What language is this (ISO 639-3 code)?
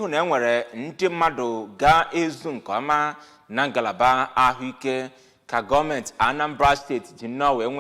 ibo